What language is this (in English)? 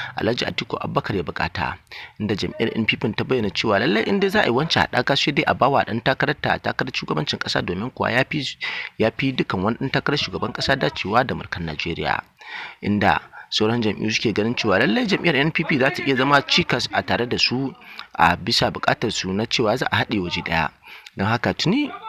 Hausa